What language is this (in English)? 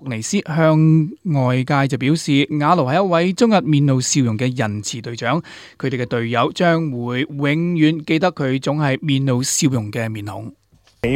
Cantonese